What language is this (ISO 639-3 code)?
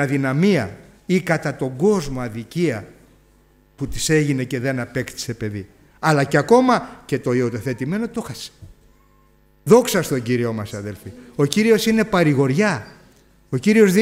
ell